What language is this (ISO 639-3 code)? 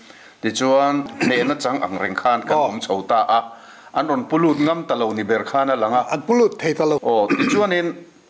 lus